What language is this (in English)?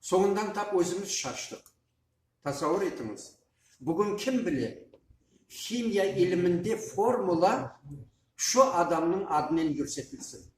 Crimean Tatar